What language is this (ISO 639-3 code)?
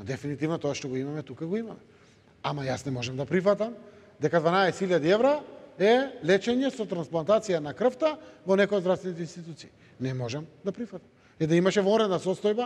mkd